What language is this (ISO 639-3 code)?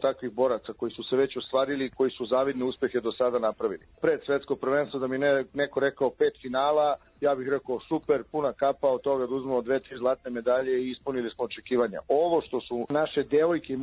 srp